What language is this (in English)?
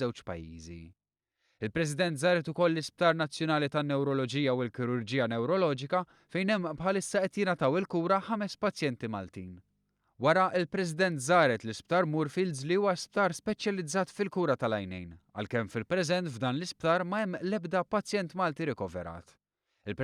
Maltese